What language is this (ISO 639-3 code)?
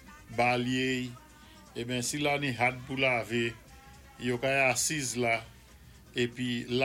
acf